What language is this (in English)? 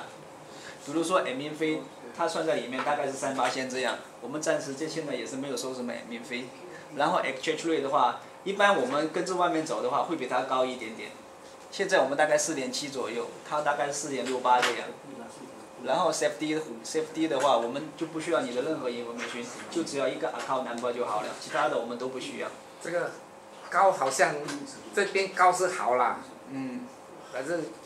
Chinese